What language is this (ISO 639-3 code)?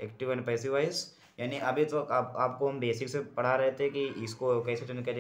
hin